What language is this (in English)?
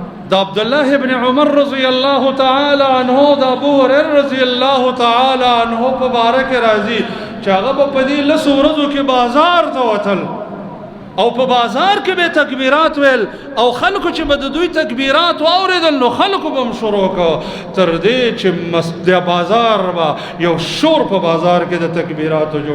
Pashto